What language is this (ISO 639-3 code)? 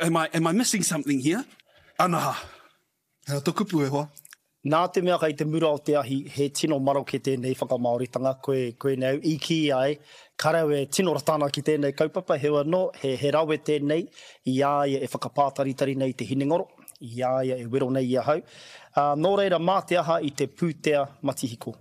mri